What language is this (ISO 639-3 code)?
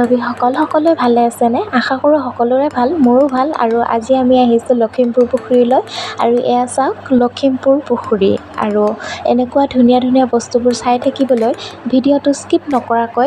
asm